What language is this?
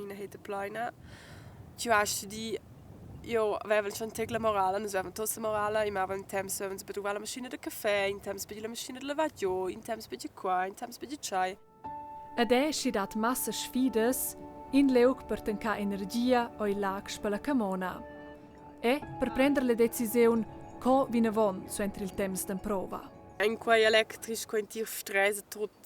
Romansh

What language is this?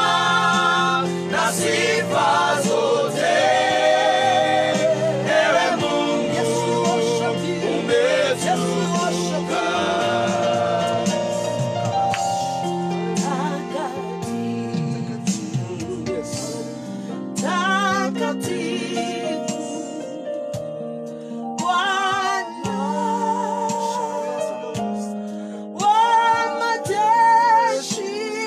Kikuyu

